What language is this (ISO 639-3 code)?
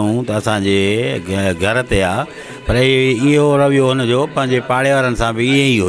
snd